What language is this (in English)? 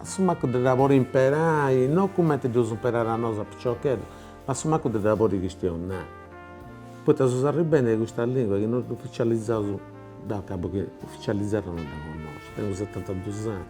Sardinian